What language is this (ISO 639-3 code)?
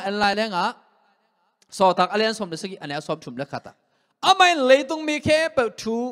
ctd